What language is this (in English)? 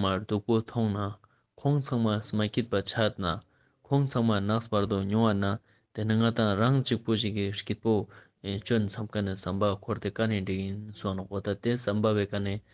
Ladakhi